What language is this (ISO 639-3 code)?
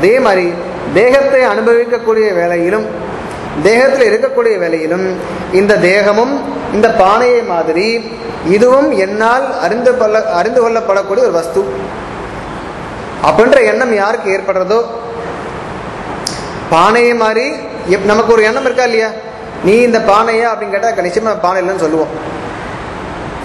tam